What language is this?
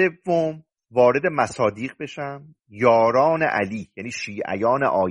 Persian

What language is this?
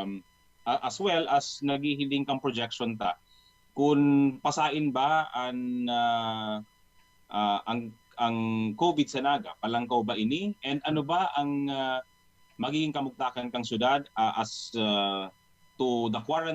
Bikol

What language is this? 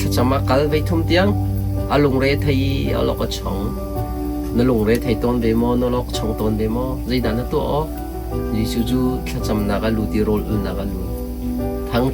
Hakha Chin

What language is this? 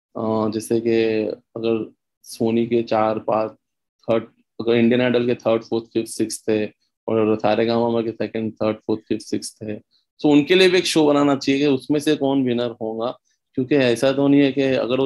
Hindi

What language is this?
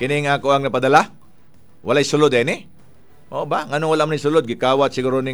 Cebuano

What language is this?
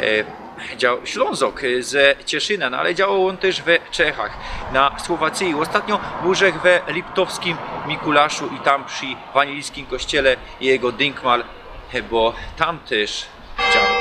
Silesian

